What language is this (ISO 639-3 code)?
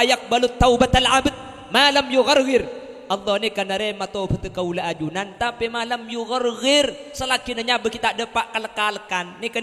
mad